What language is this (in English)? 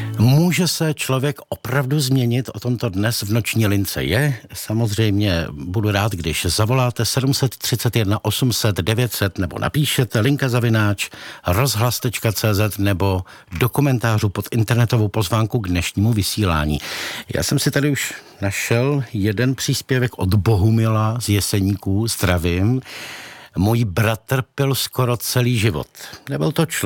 Czech